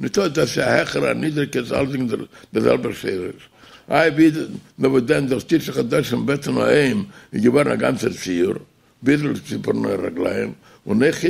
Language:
Yiddish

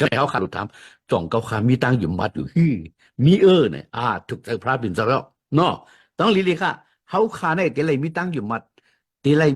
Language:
Shan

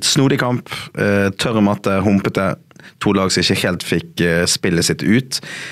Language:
Norwegian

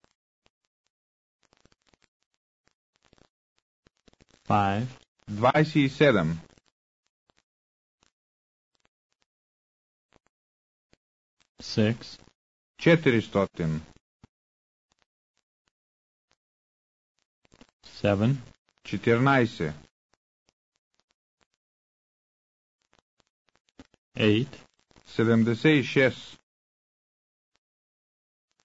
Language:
Bulgarian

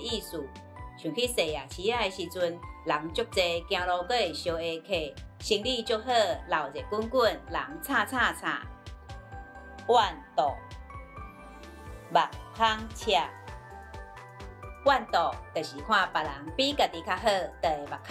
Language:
Min Nan Chinese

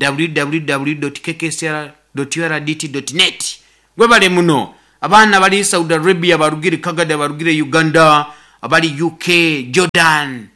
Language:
Nyankole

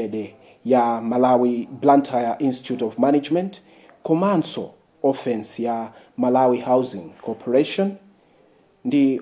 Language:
Nyanja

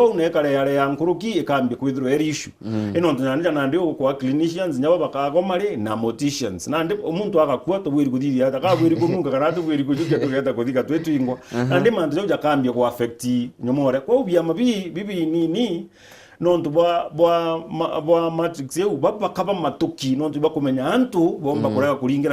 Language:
Meru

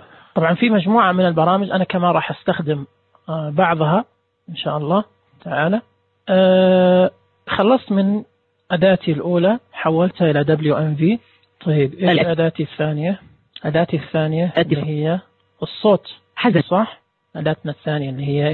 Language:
Najdi Arabic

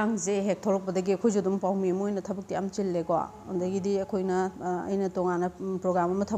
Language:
Manipuri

